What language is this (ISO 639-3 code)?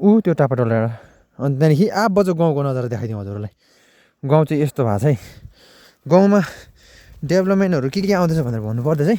nep